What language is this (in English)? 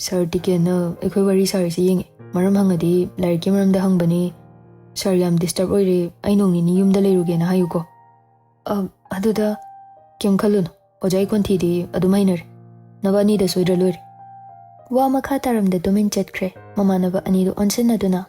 Manipuri